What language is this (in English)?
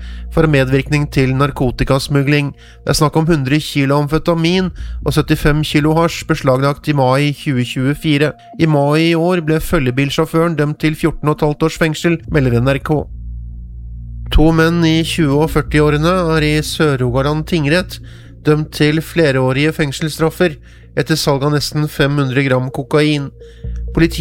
Norwegian